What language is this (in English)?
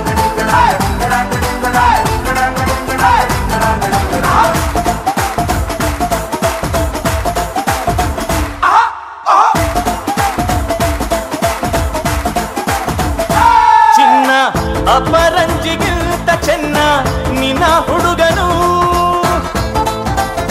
Kannada